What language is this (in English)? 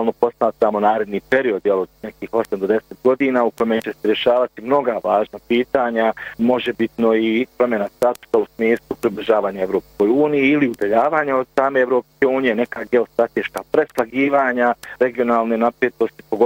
Bosnian